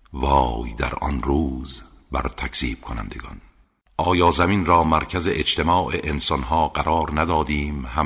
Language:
Persian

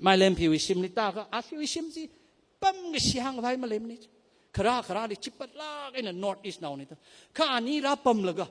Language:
Tangkhul Naga (India)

